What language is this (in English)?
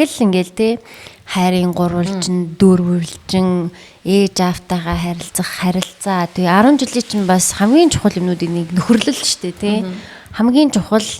Mongolian